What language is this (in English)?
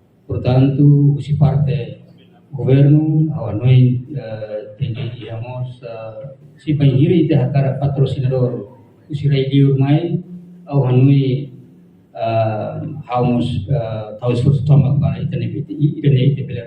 Tetum